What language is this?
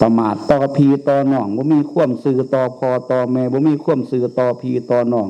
Northeastern Thai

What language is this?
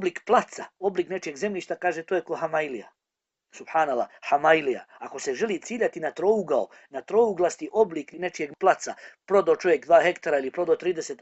Bosnian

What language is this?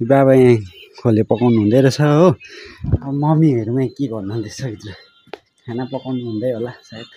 Nepali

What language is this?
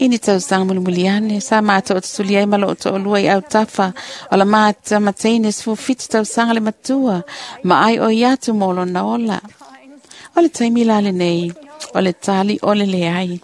Samoan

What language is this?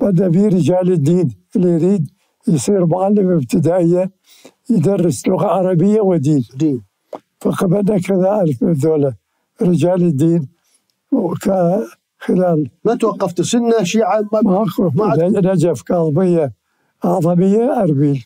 Mesopotamian Arabic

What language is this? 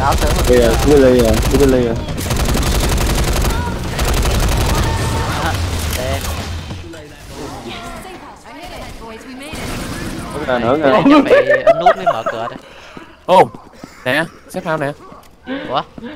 Vietnamese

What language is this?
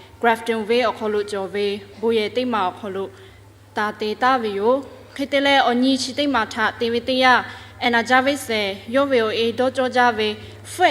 Lahu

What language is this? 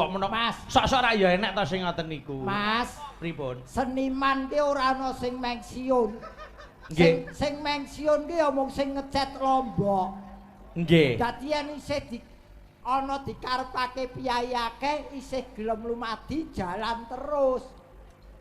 Javanese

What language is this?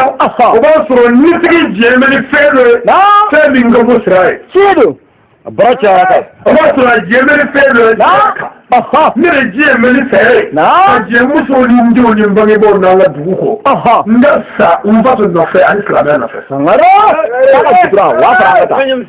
Bambara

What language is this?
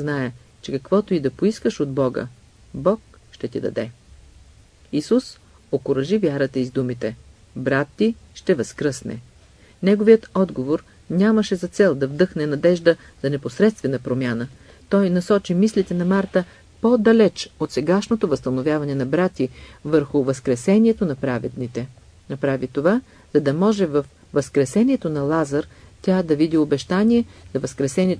Bulgarian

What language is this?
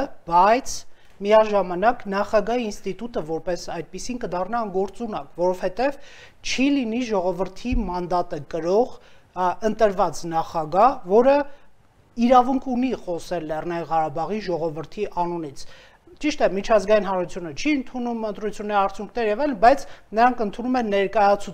Armenian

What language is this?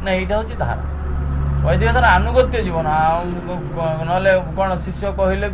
Odia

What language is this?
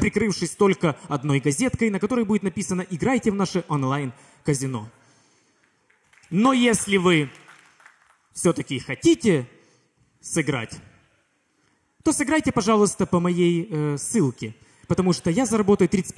Russian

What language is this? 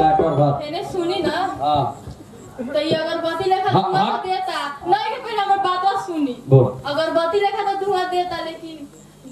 Bhojpuri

